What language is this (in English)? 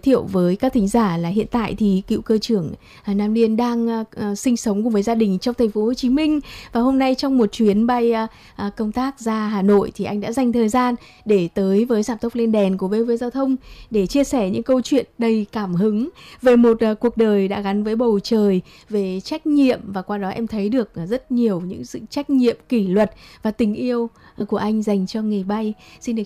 Vietnamese